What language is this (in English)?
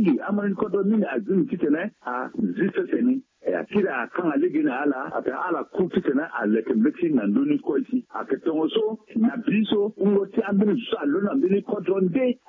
Sango